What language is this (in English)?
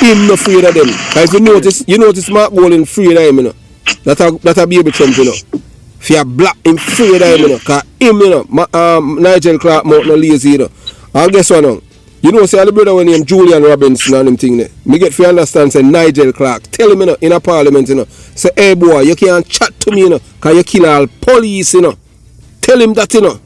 Jamaican Creole English